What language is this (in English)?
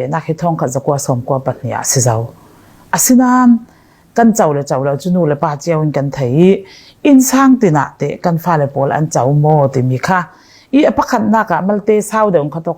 Falam Chin